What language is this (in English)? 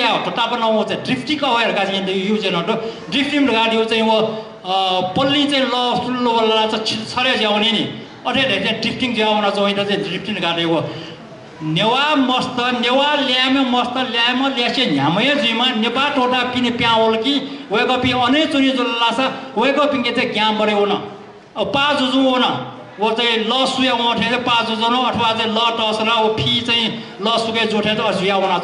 Newari